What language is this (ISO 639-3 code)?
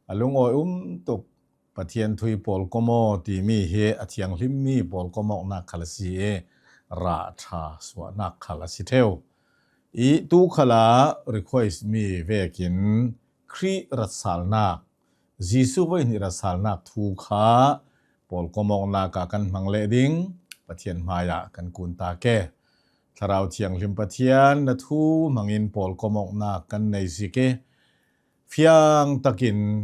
cnh